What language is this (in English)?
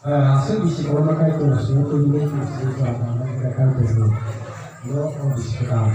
Kok Borok